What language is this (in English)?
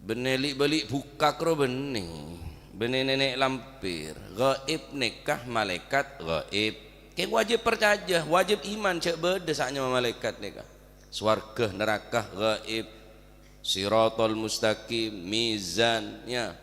Madurese